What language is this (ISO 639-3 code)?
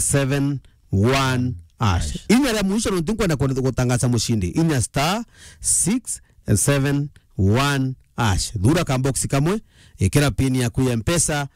mer